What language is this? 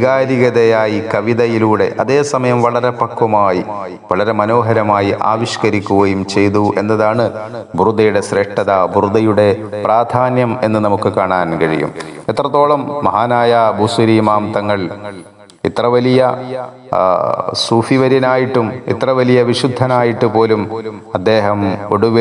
Malayalam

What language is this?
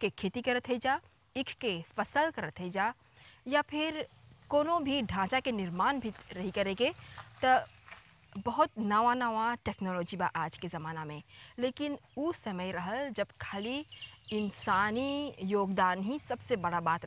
Bhojpuri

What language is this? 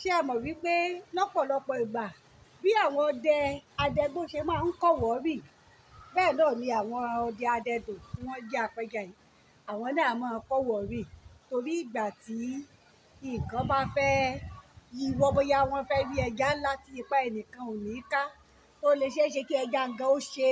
Yoruba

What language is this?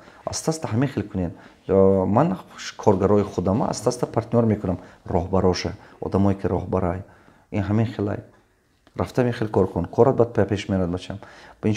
Tajik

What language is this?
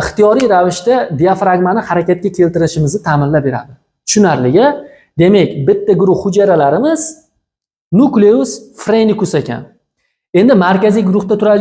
Uzbek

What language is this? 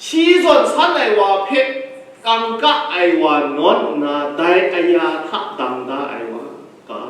Kachin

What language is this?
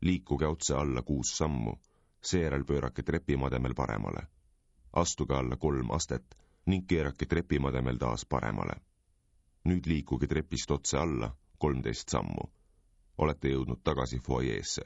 Estonian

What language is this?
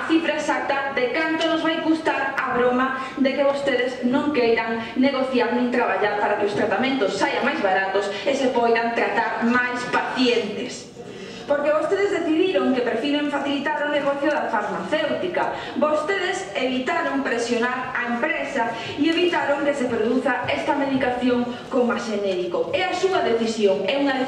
Galician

